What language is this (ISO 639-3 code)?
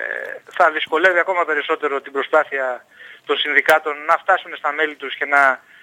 ell